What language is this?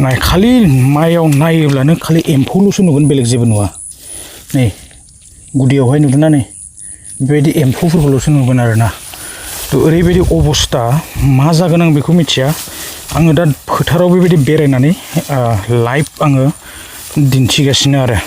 Bodo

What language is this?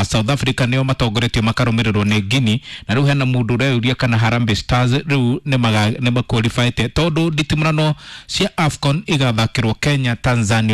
Kikuyu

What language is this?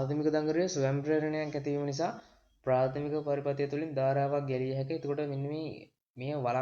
Sinhala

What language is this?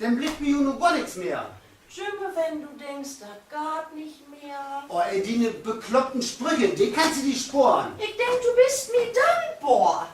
Low German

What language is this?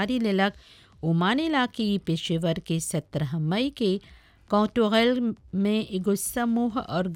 Bhojpuri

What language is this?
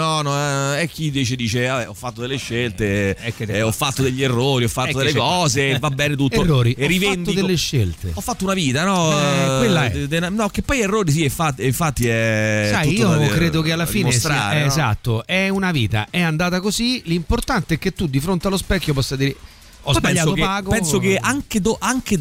Italian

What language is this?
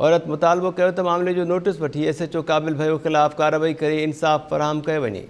Sindhi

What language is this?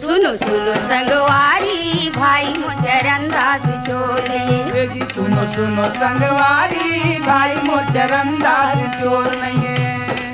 Chhattisgarhi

